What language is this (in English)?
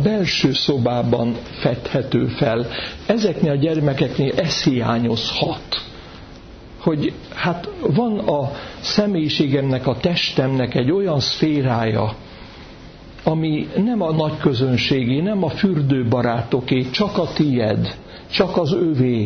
Hungarian